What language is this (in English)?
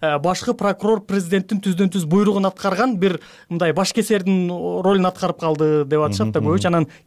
Kyrgyz